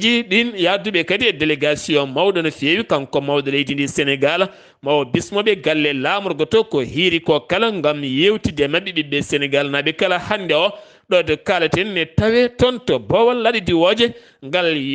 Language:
Fula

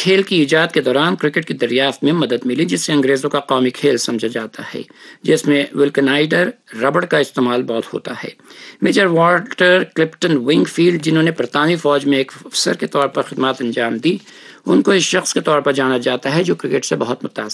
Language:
Urdu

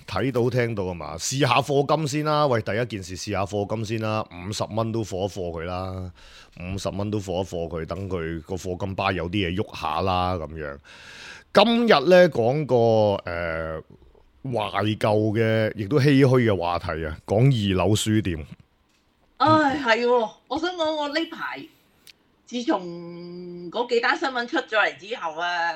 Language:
Cantonese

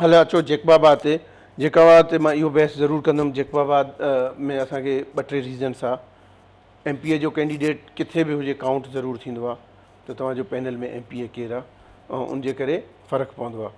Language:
Sindhi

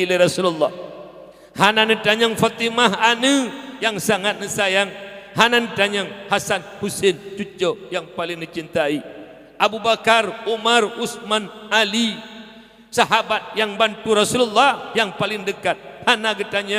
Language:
Achinese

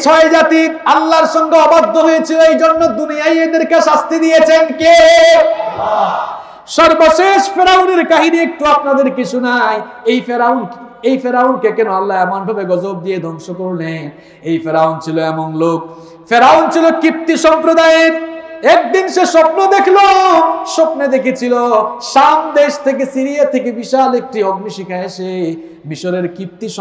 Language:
Bangla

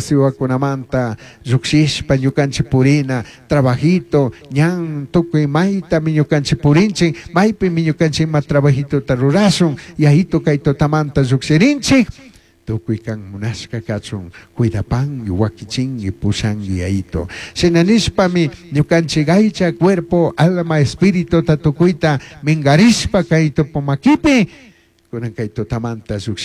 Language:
Chimborazo Highland Quichua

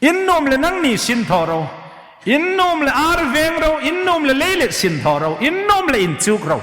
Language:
Hmar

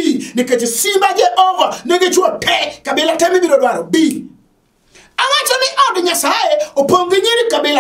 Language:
Luo (Kenya and Tanzania)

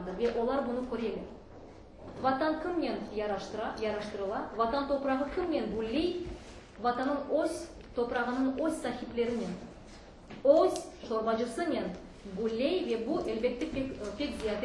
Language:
Crimean Tatar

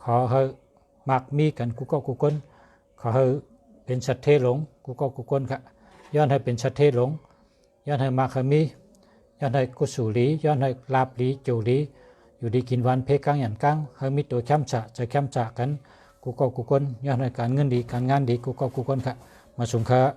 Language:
Shan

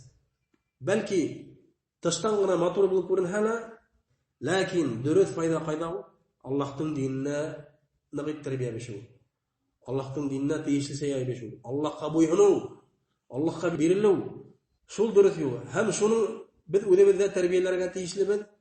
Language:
Bashkir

